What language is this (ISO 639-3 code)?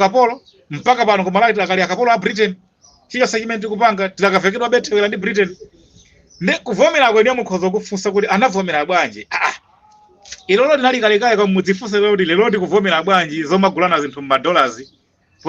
nya